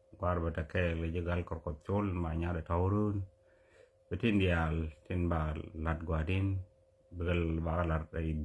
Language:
Nuer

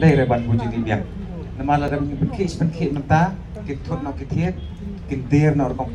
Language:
Khasi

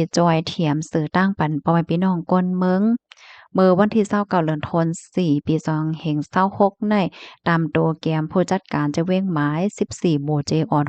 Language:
Shan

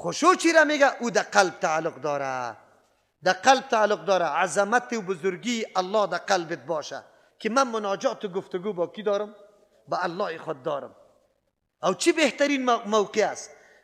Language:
Persian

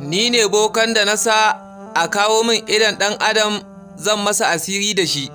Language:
Hausa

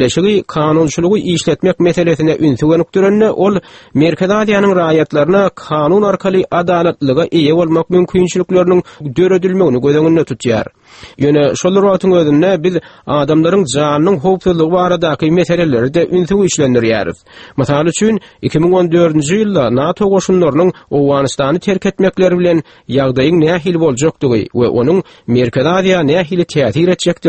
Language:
Turkmen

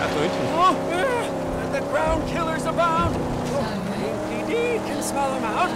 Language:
Bavarian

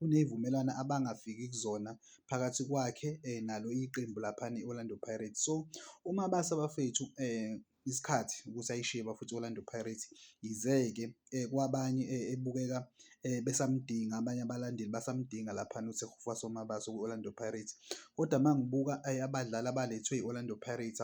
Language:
Zulu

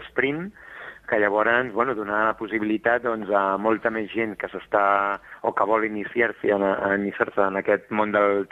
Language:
Catalan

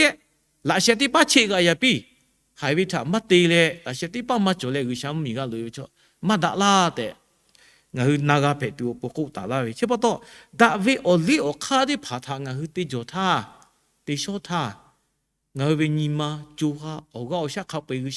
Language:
Lahu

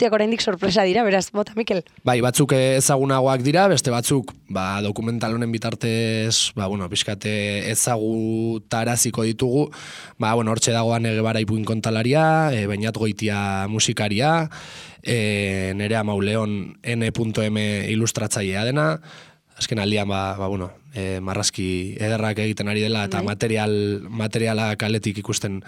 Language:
Basque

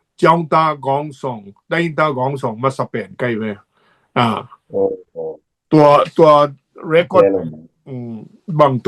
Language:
Tedim Chin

